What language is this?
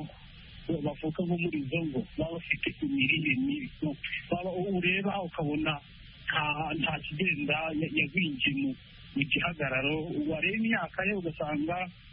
Kinyarwanda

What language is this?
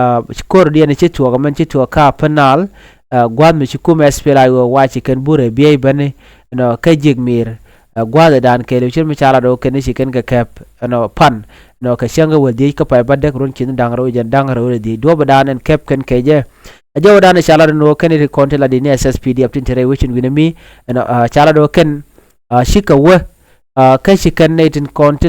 Nuer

